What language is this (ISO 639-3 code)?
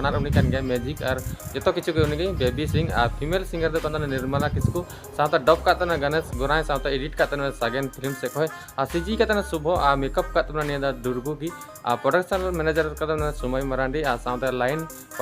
sat